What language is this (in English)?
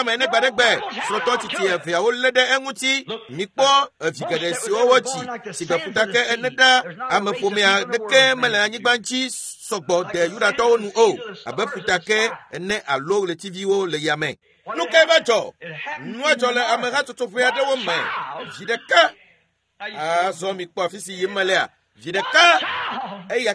Ewe